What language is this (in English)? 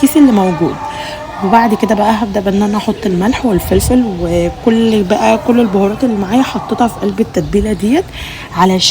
Egyptian Arabic